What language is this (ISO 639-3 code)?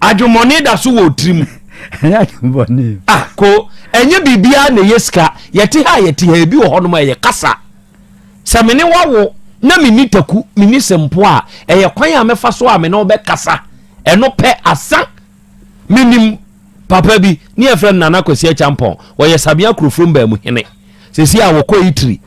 aka